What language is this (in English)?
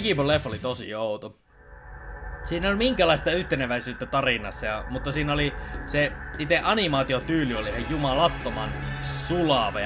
Finnish